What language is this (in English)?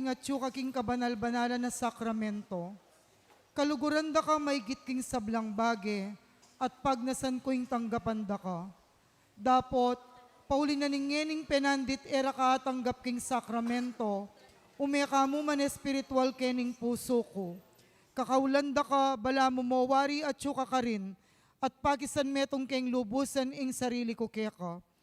Pampanga